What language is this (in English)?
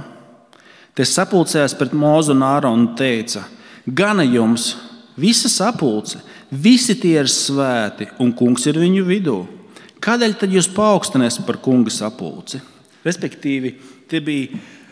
Latvian